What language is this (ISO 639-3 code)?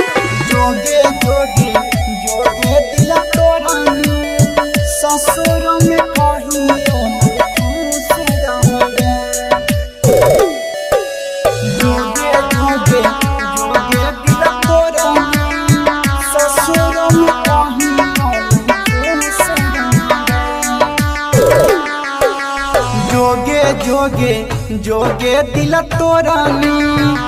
bho